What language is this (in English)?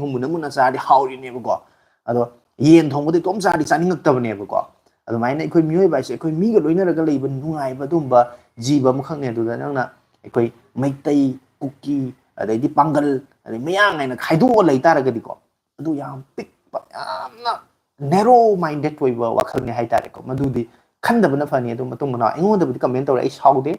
Manipuri